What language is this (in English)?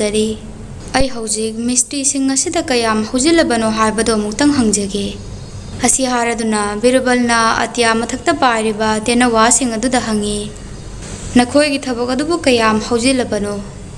Manipuri